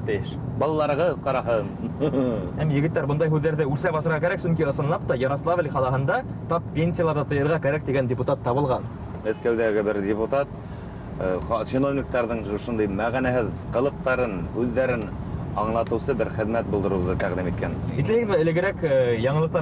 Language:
Bashkir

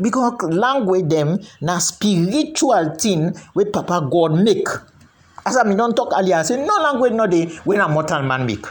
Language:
Krio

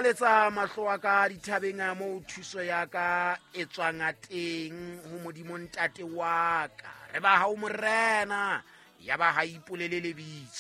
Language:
Southern Sotho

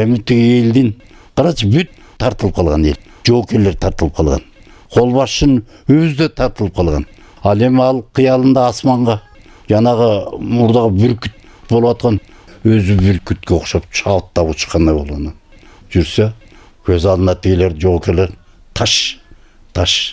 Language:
Kyrgyz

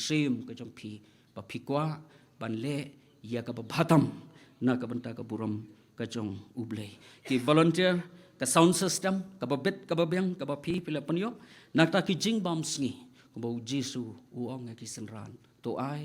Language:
Khasi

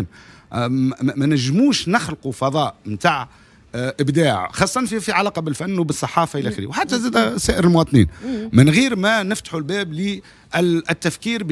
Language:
Tunisian Arabic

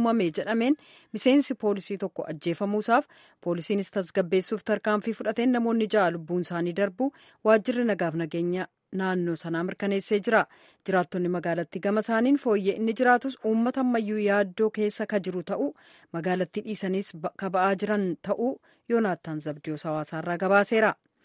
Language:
Oromo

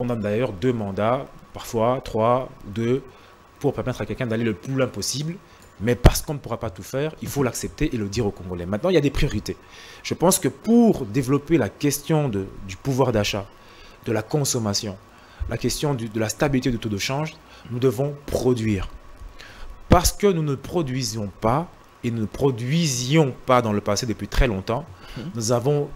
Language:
French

